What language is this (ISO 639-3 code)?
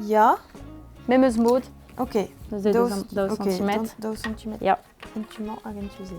bre